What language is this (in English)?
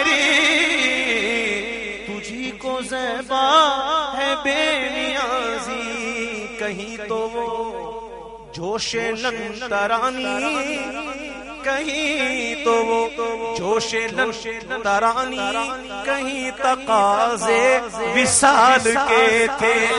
Urdu